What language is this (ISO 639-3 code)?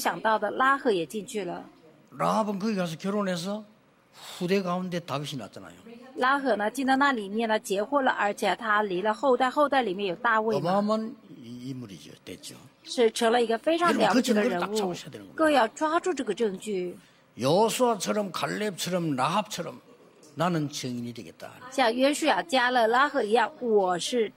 kor